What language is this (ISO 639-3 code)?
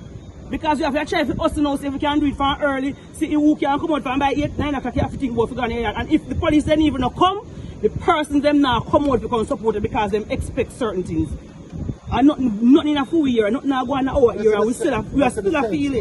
jam